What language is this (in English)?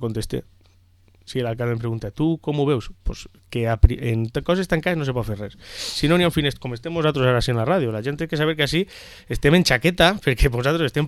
Catalan